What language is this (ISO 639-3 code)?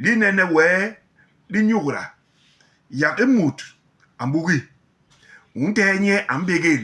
bas